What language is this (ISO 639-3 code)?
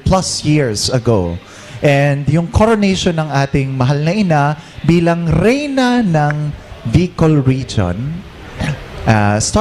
bik